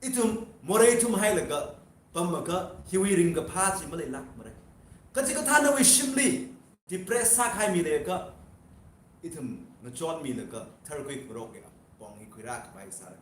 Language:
Tangkhul Naga (India)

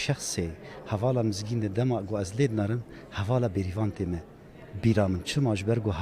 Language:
Kurdish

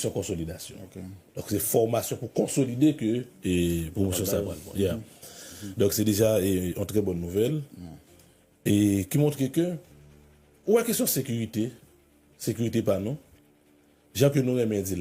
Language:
Haitian Creole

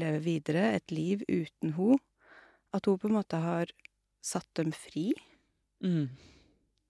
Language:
Norwegian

